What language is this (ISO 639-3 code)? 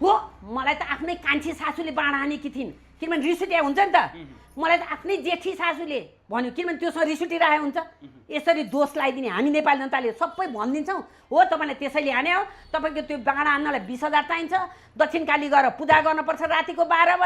nep